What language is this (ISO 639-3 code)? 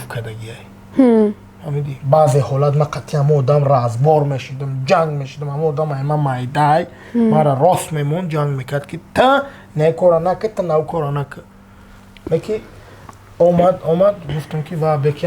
tgk